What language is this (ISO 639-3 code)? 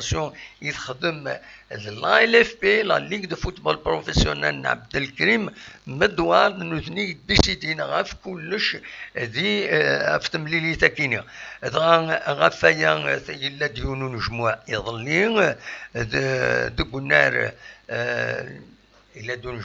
kab